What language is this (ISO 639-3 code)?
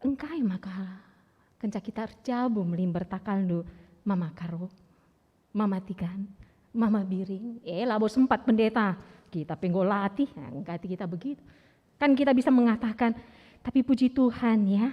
btx